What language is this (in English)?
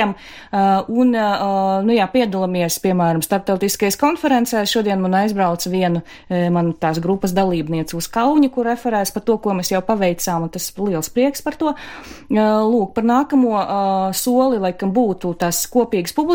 Latvian